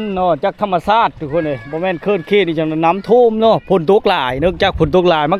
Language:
Lao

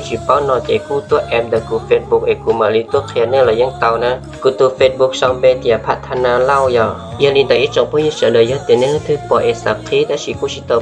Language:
Hmong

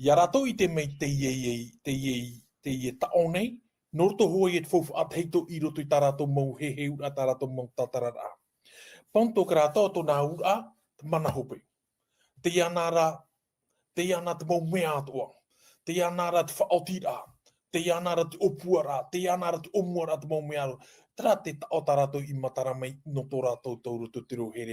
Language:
Tahitian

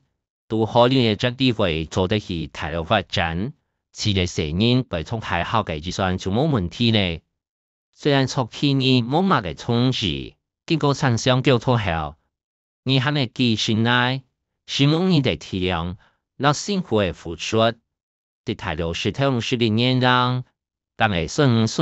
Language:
Hakka Chinese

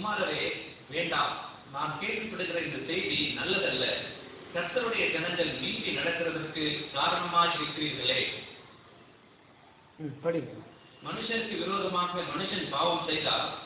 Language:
Tamil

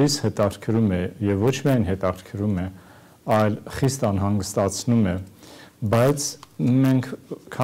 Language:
Armenian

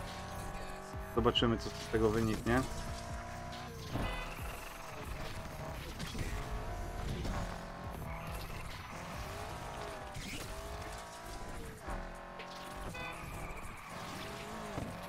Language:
Polish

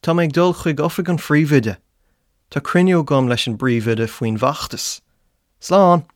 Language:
Irish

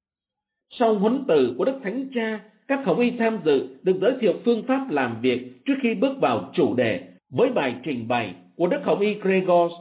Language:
Vietnamese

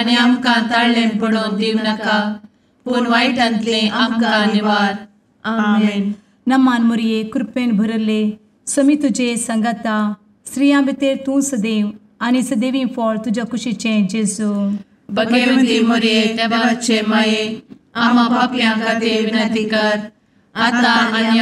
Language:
Konkani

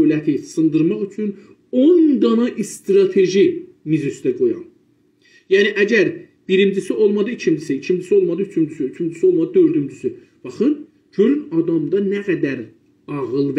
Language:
South Azerbaijani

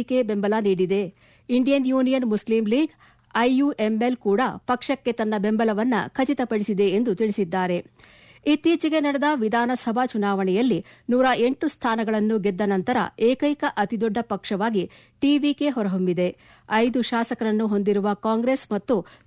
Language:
Kannada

